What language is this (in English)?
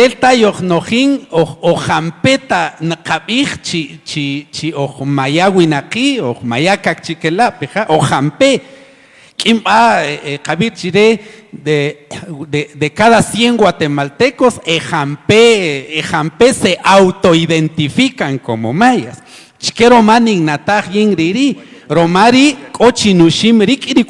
Kaqchikel